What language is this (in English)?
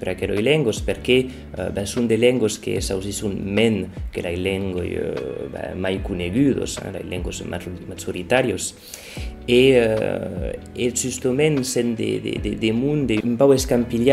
Occitan